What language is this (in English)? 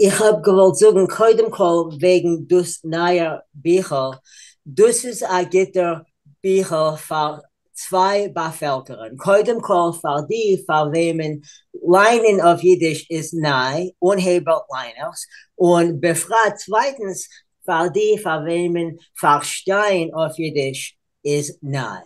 Yiddish